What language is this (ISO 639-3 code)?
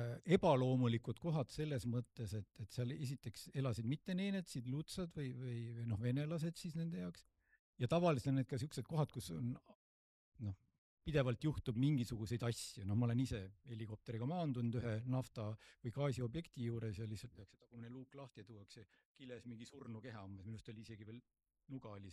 est